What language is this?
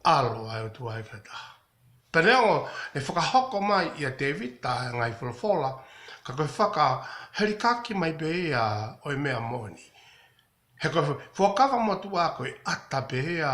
Tongan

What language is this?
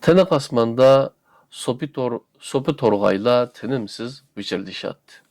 Uyghur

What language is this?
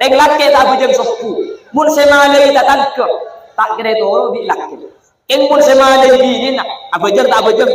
Madurese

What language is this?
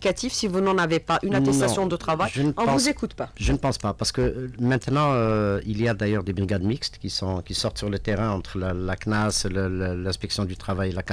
French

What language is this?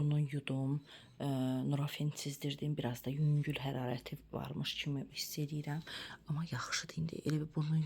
Azerbaijani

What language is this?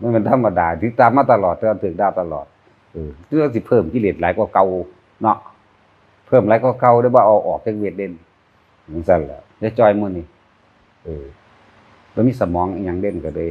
Northeastern Thai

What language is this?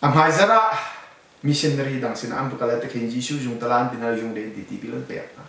Hakha Chin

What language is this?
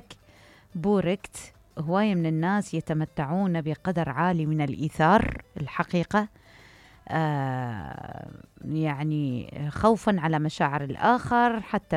Mesopotamian Arabic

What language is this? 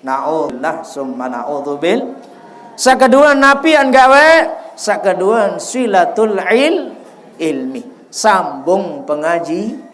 Sasak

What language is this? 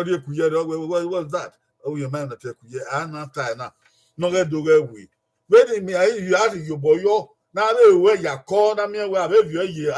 Bini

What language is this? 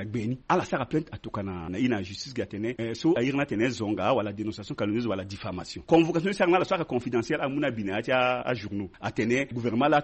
Sango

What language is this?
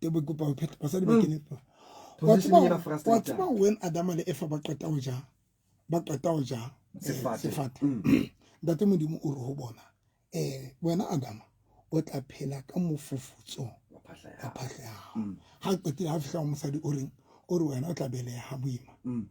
Southern Sotho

